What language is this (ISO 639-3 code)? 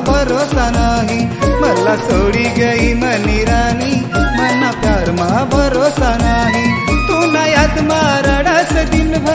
mar